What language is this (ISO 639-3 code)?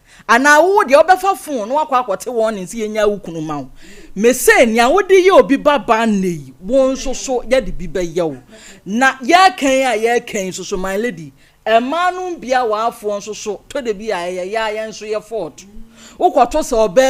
aka